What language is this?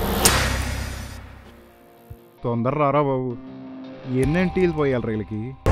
Telugu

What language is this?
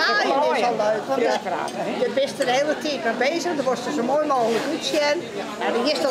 Western Frisian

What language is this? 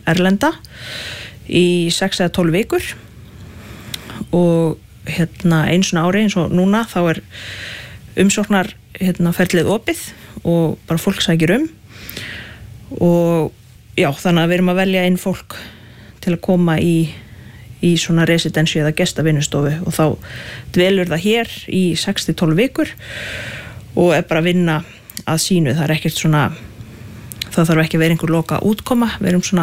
Icelandic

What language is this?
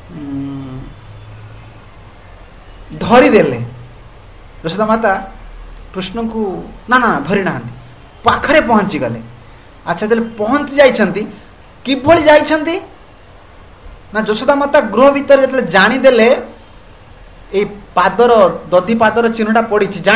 Odia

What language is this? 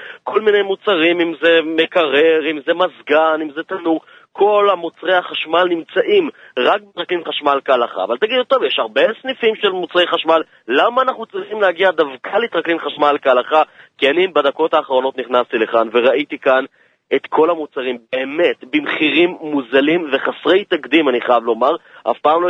Hebrew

